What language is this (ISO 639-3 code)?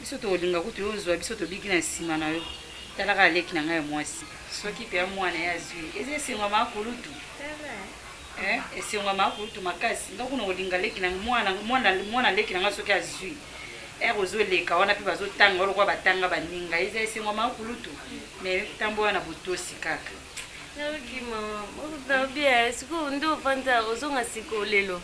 lin